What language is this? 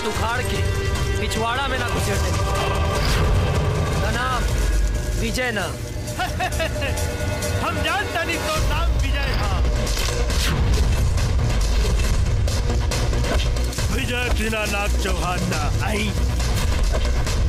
Bhojpuri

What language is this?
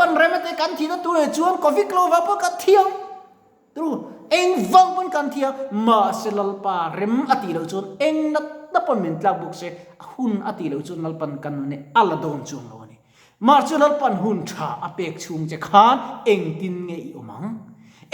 Mizo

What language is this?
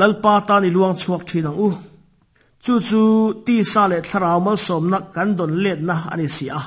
Mizo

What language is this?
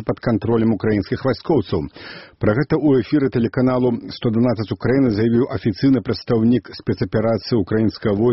Belarusian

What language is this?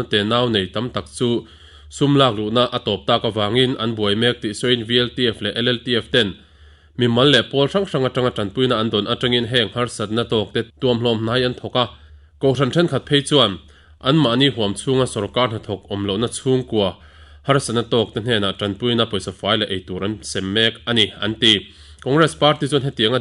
Mizo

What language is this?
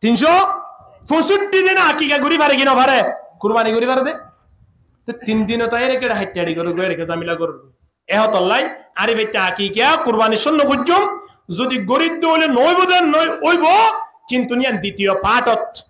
Rohingya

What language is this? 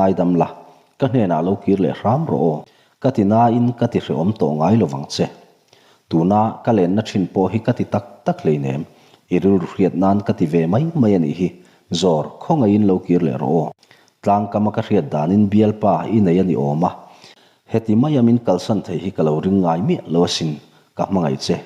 Mizo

